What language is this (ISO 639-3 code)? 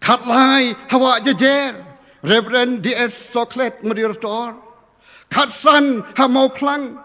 kha